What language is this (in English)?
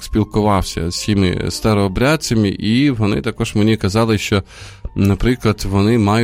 Ukrainian